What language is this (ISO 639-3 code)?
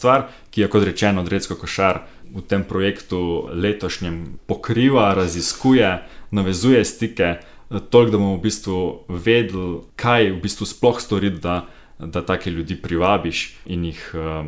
slv